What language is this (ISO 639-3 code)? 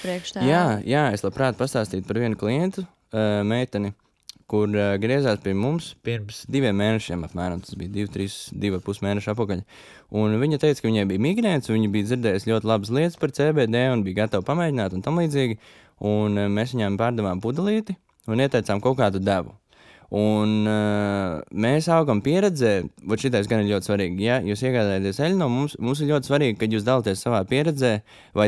lav